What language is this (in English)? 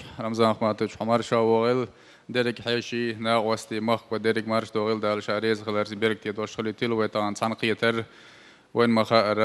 Chechen